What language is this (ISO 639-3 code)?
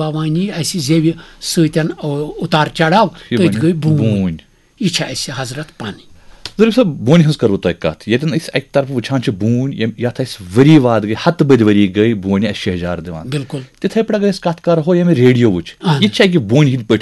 kas